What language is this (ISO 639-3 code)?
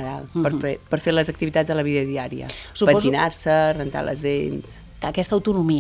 cat